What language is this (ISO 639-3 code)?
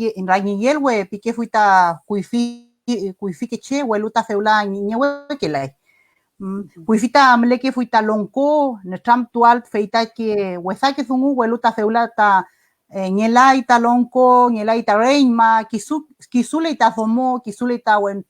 arn